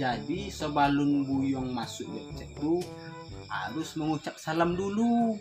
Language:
Minangkabau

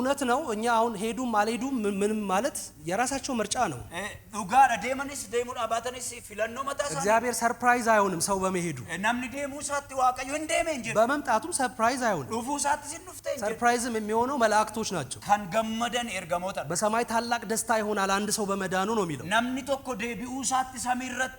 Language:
Amharic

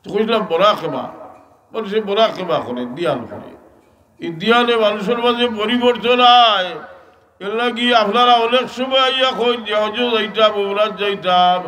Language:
Sylheti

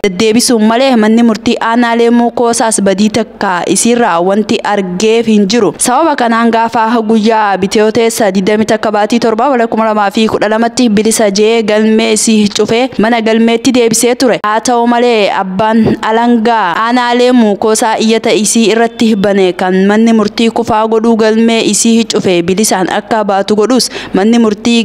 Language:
Oromo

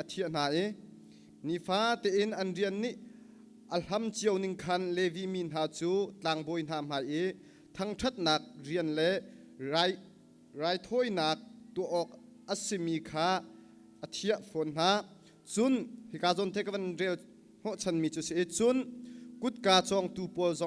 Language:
Hakha Chin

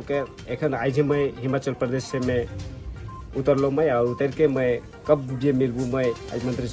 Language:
Sadri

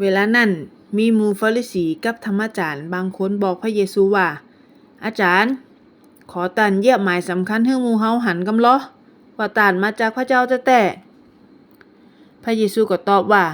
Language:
Northern Thai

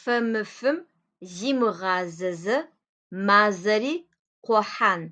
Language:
Adyghe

